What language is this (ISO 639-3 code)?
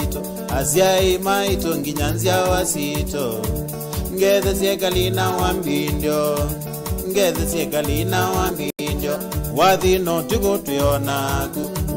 kam